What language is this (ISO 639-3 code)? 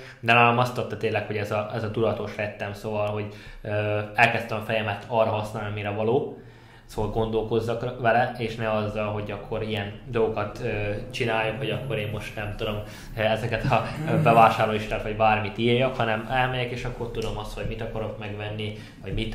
hun